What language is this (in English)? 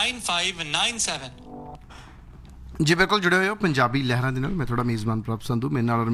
Punjabi